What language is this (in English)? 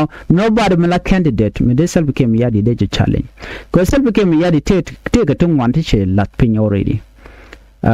Nuer